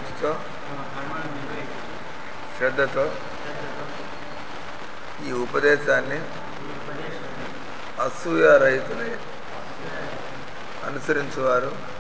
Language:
Telugu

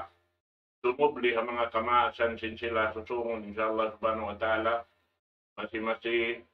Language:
Tausug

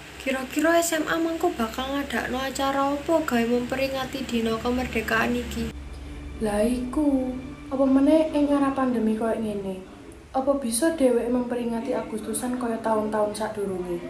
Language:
Javanese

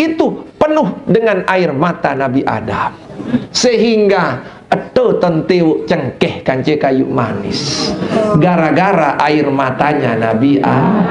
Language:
Sasak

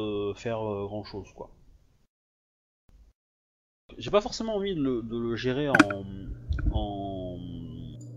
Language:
French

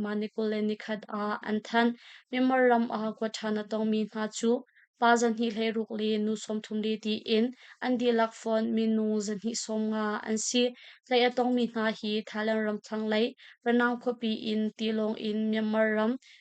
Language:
Hakha Chin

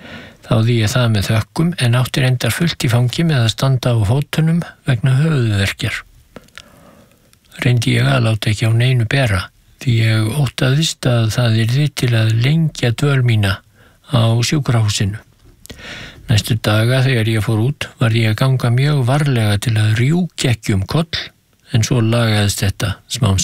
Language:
Icelandic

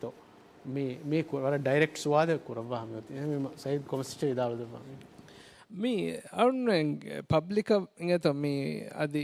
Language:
Divehi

